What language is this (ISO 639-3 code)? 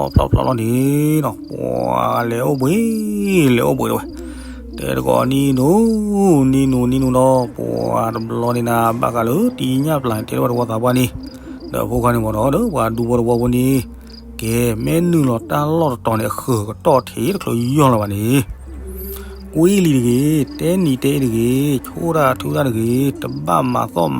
ksw